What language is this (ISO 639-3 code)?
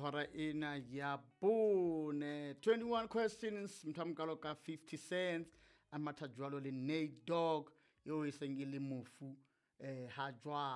sot